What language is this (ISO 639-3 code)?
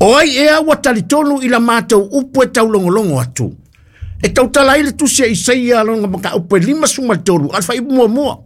smo